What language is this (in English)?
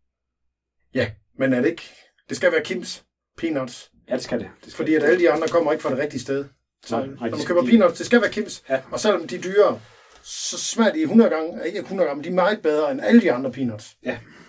Danish